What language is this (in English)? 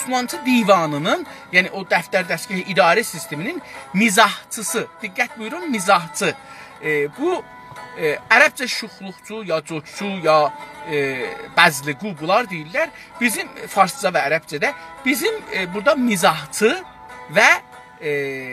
South Azerbaijani